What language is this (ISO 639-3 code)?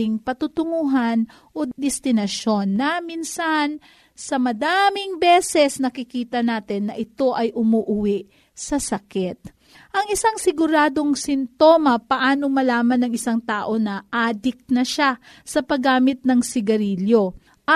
fil